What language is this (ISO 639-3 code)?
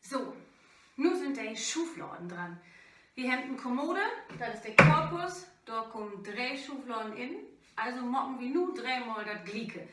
nds